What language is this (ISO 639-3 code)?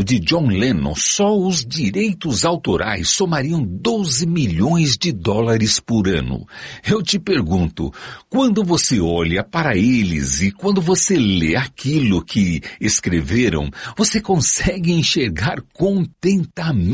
por